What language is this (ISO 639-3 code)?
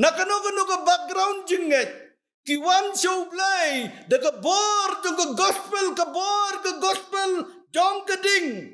kha